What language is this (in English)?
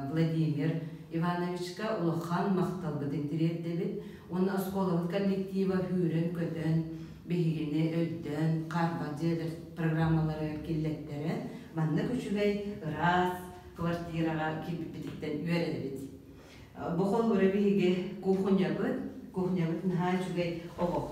Yakut